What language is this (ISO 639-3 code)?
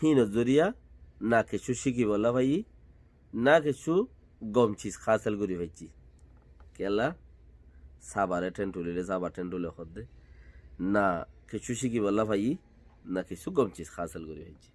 rhg